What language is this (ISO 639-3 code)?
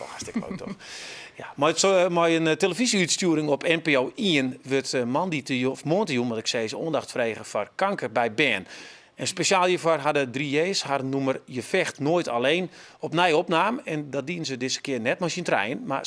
fry